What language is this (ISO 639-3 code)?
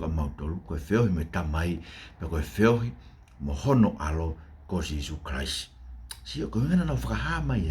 ton